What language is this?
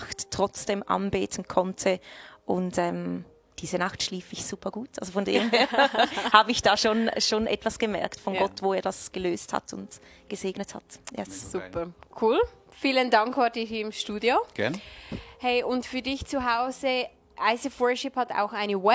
Swiss German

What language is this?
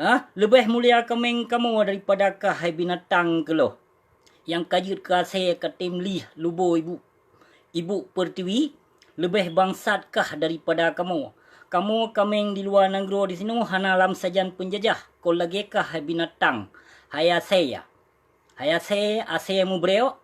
Achinese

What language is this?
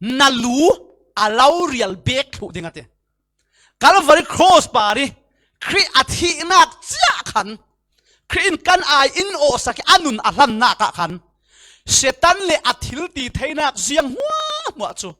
Falam Chin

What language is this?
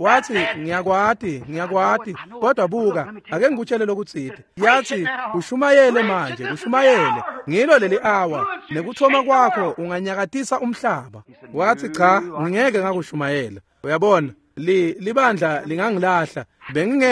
Swati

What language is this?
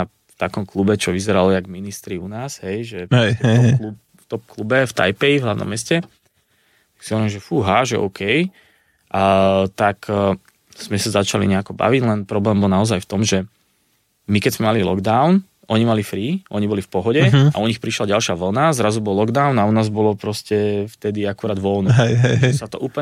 Slovak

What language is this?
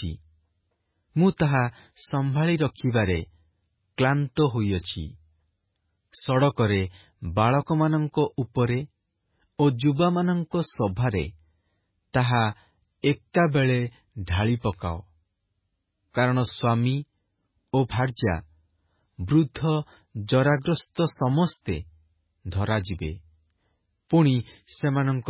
Odia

